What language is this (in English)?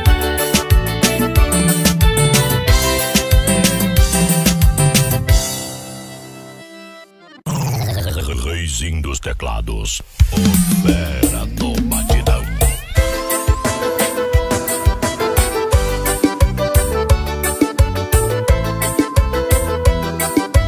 Portuguese